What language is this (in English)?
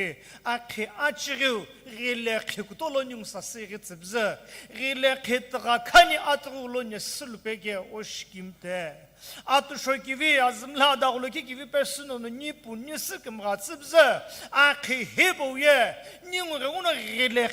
Sumi Naga